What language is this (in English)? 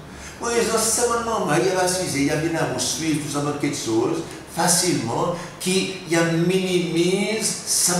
Seselwa Creole French